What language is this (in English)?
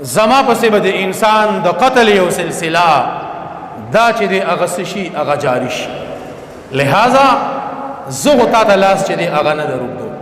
Pashto